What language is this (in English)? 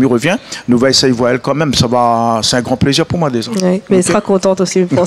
Réunion Creole French